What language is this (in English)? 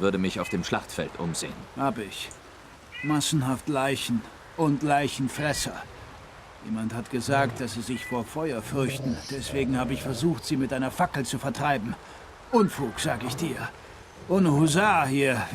Swiss German